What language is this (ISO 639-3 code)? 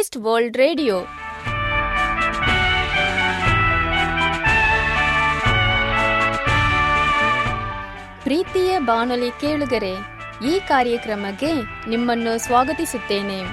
kan